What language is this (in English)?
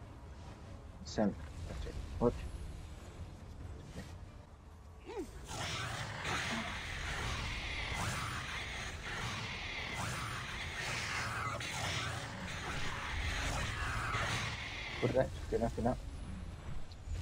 Polish